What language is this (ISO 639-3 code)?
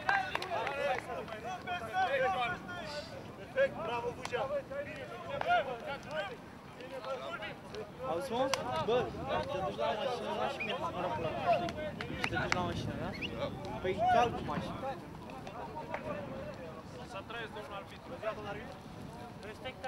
ron